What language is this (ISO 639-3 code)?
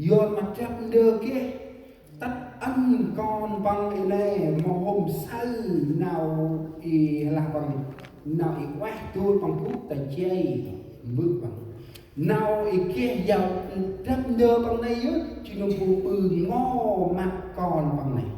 cmo